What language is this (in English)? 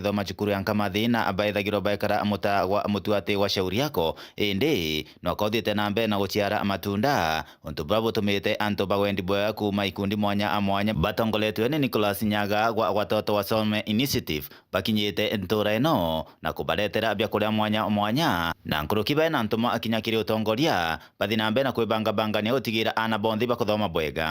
Meru